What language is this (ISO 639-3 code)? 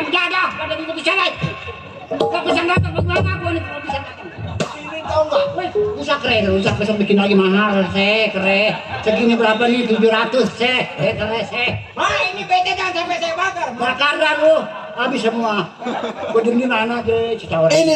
bew